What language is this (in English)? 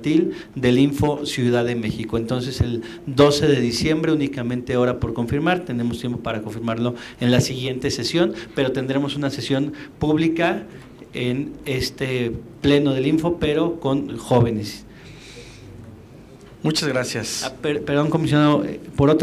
Spanish